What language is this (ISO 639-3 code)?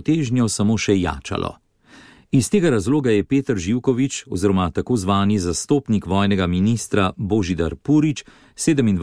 slv